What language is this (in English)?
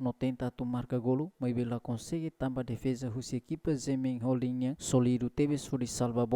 Tetum